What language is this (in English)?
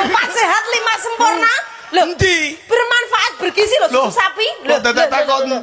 Javanese